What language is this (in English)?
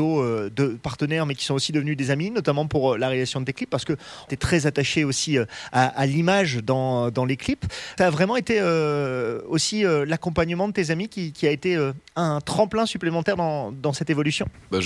French